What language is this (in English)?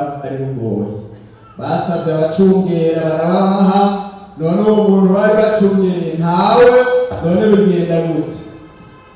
Rundi